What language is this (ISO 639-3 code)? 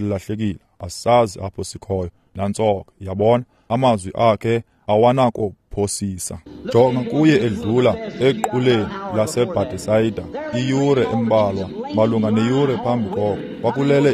xho